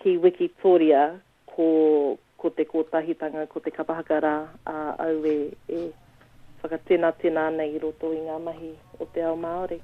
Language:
Māori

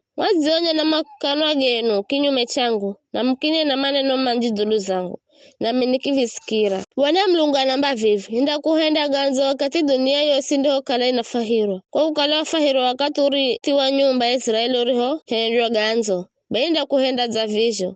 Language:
Giryama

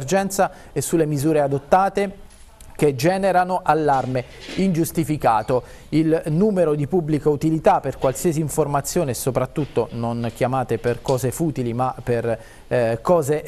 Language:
Italian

